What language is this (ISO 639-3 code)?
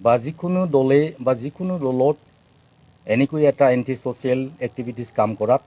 asm